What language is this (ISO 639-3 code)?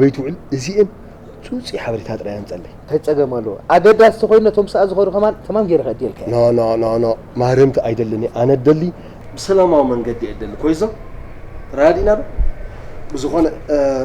tir